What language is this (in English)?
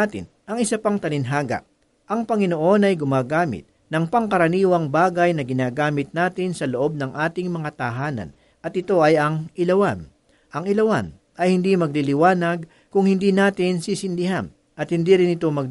Filipino